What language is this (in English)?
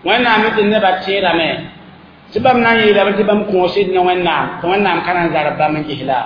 Mossi